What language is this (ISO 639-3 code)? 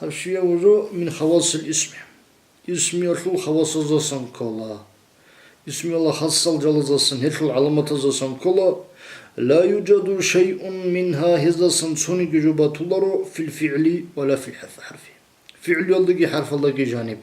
ava